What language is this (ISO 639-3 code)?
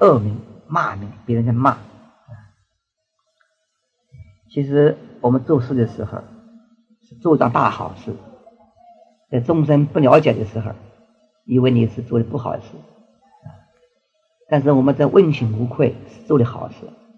zho